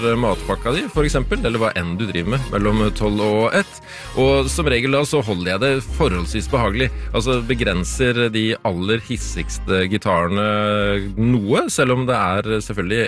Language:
Norwegian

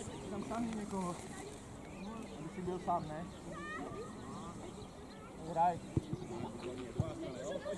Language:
Czech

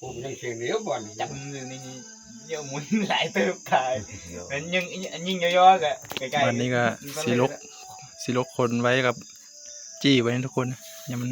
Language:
Northeastern Thai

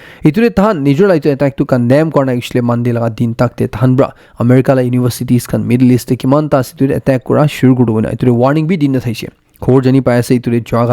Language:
Naga Pidgin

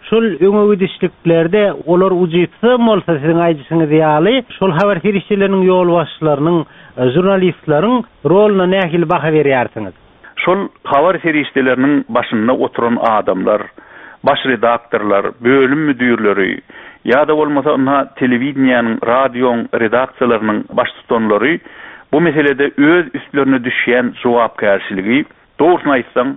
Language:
Turkmen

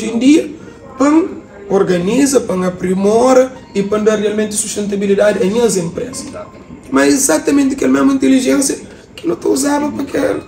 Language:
Kabuverdianu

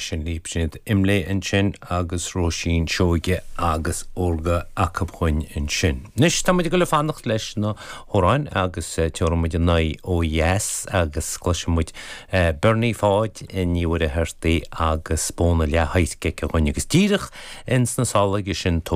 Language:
Irish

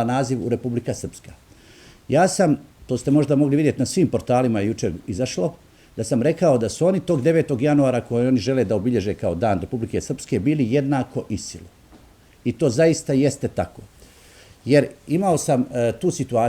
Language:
Bosnian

